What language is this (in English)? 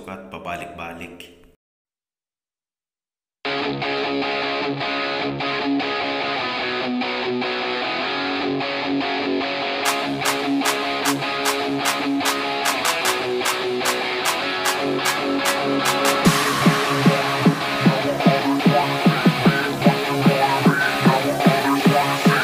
Filipino